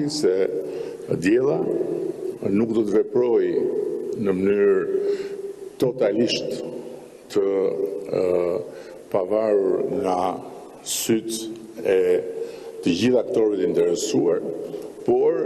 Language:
Albanian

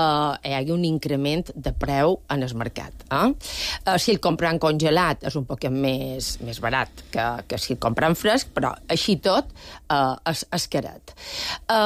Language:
Catalan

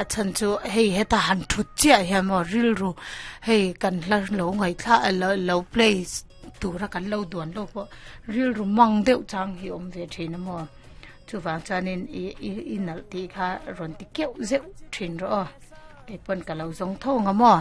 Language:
Mizo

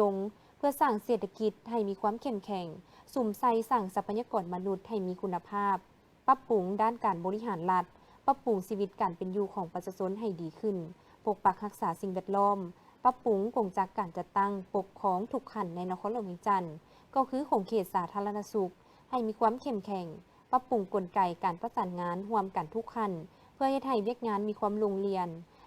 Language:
Lao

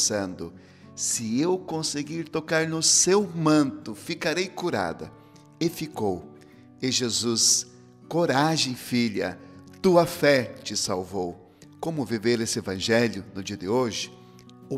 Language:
Portuguese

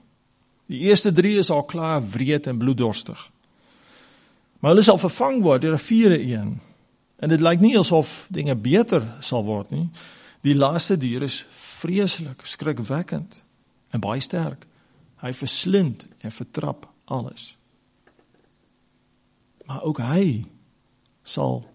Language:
Afrikaans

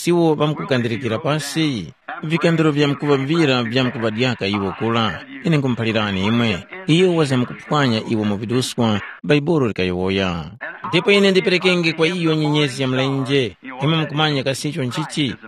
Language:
Tumbuka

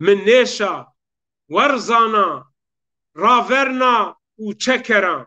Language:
Zaza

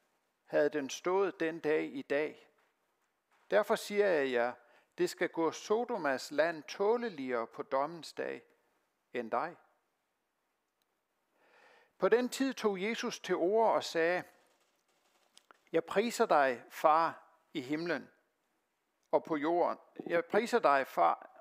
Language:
Danish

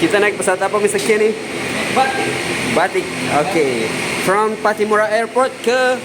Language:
Ambonese Malay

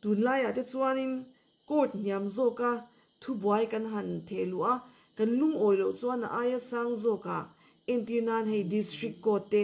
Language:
Mizo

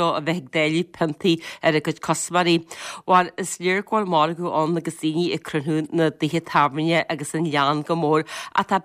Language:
Irish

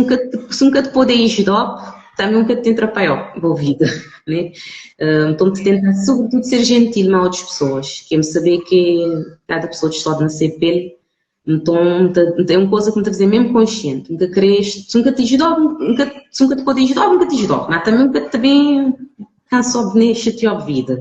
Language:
Kabuverdianu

